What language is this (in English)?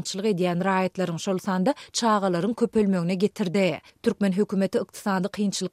Turkmen